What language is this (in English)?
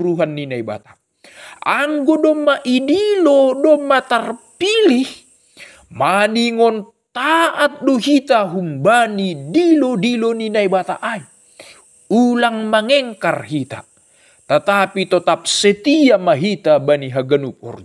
Batak Simalungun